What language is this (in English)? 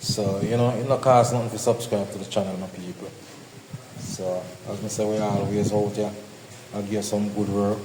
Jamaican Creole English